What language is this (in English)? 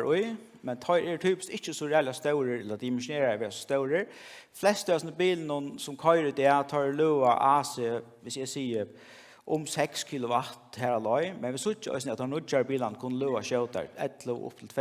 Faroese